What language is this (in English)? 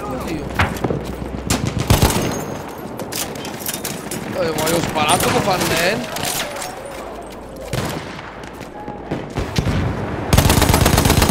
Italian